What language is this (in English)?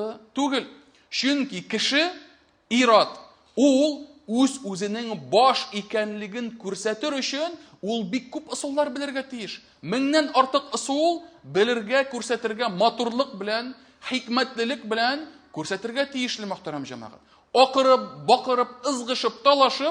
Tatar